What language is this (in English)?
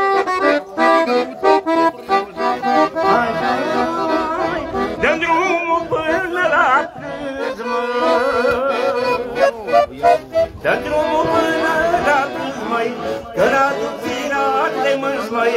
Romanian